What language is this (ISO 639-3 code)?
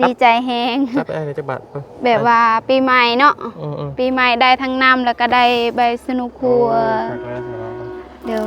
lao